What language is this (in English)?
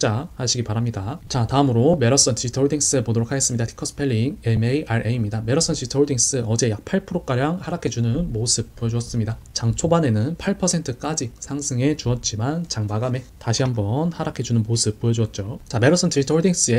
Korean